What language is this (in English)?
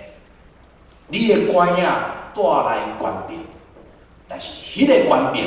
Min Nan Chinese